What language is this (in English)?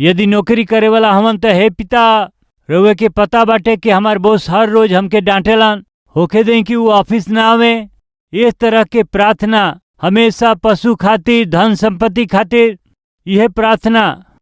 Bhojpuri